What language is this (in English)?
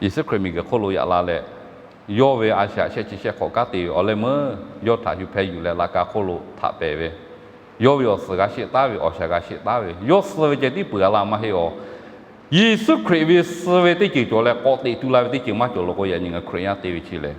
Lahu